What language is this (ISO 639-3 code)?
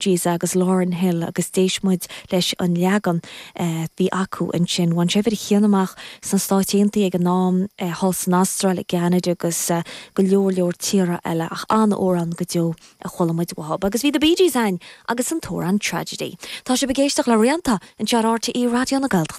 gle